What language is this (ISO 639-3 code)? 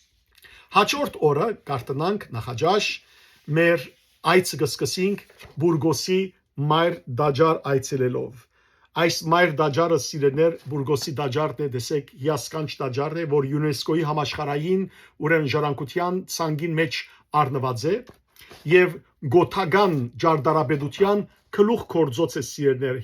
hyw